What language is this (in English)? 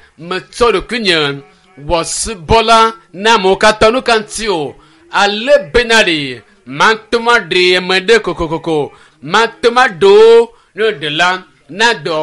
Ewe